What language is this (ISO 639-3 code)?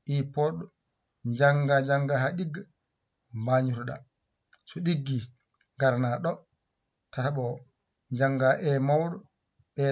ful